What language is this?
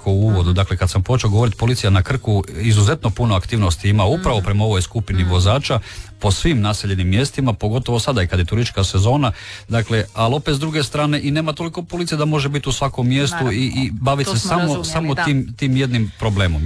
Croatian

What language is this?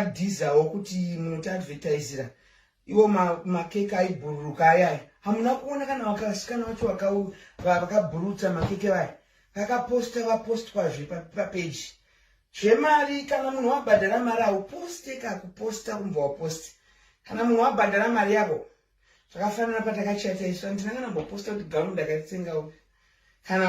Shona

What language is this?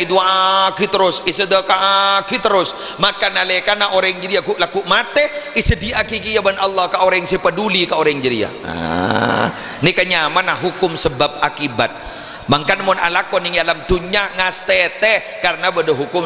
Madurese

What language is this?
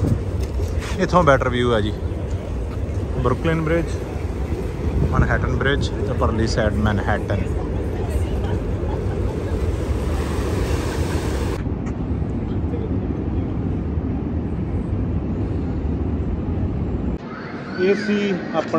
Punjabi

